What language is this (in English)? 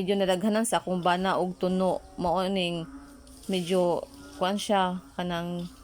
Cebuano